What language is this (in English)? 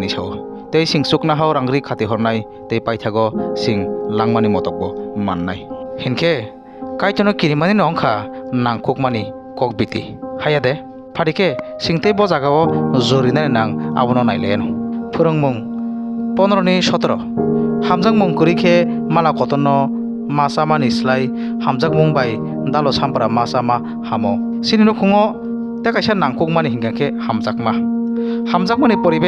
Kok Borok